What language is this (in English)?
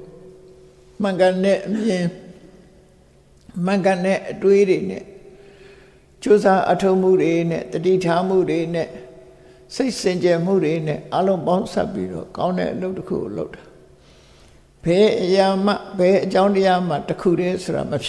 Burmese